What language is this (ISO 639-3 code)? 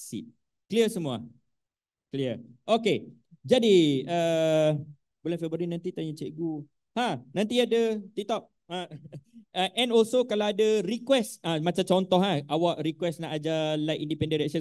msa